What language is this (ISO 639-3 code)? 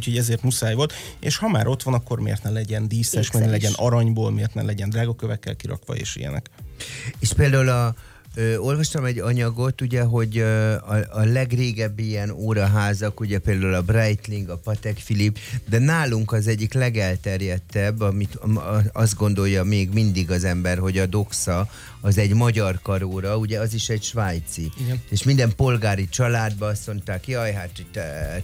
hun